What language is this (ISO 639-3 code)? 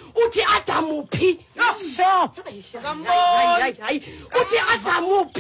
xho